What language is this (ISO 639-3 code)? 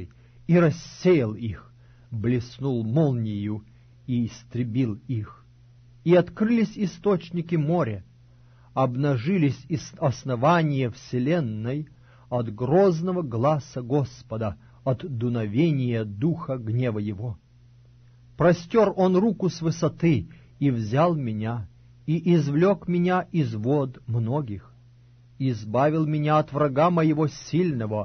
rus